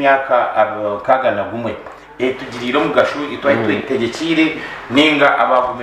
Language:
Nyankole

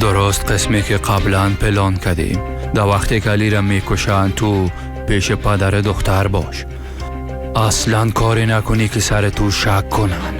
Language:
Persian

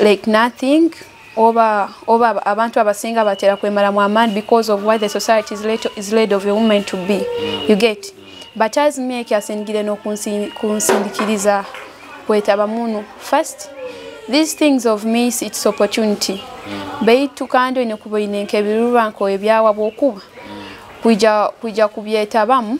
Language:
Nyoro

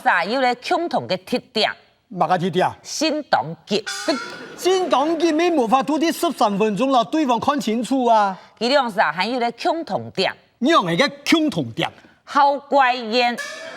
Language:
Hakka Chinese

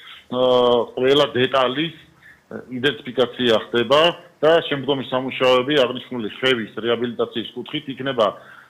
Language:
Georgian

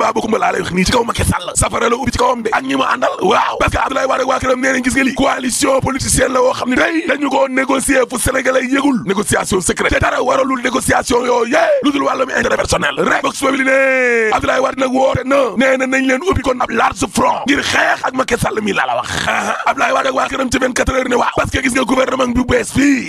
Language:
Wolof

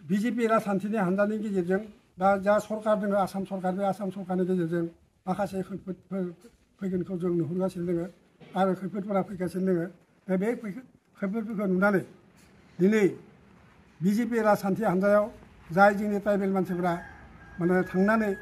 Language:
Bodo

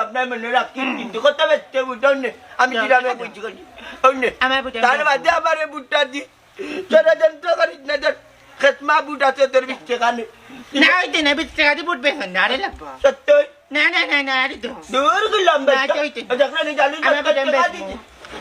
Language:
Sylheti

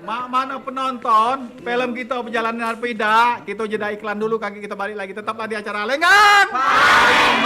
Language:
Musi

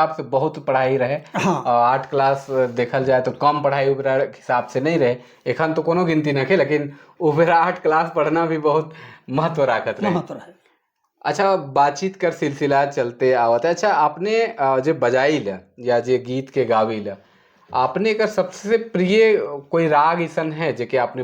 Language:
Sadri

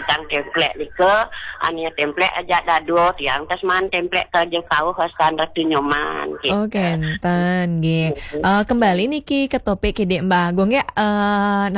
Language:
Balinese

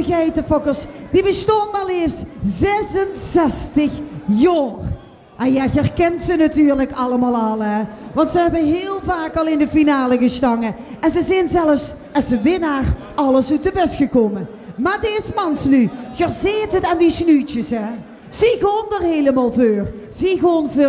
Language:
Limburgish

